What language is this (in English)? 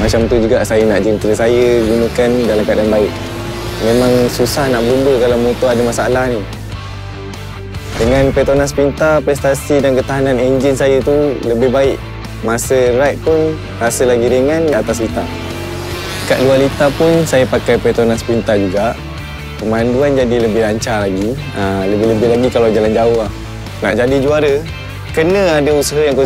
Malay